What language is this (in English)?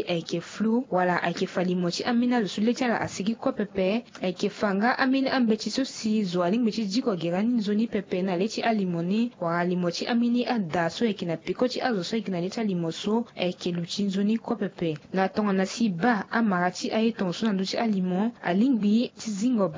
Sango